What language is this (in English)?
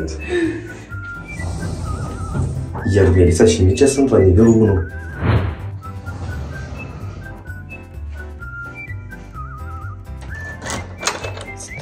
Romanian